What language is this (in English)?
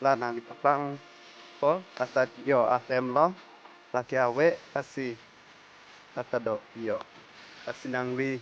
Karbi